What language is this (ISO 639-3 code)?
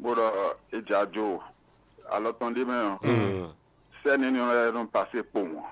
fon